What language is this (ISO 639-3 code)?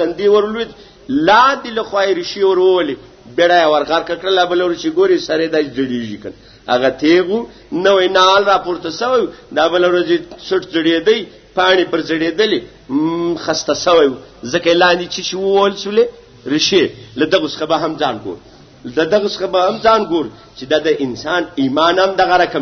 pus